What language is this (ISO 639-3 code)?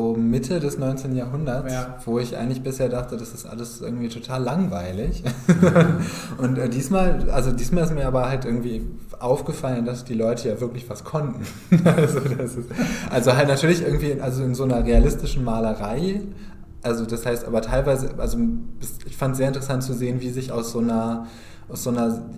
nds